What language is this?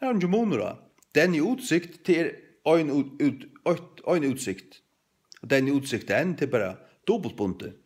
Faroese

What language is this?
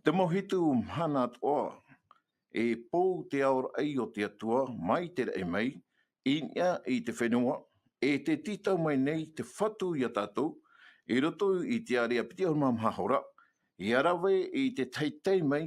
Tahitian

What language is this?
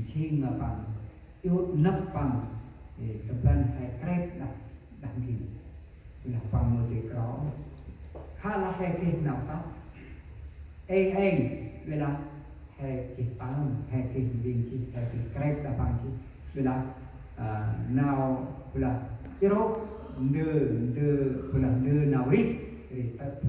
Central Mnong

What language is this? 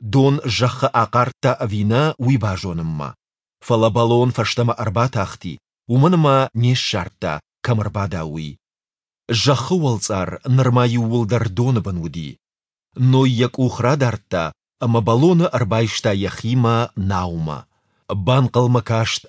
Ossetic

